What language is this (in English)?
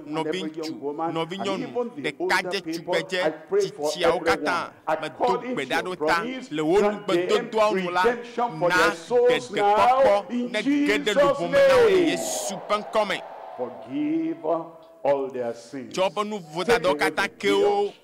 Ewe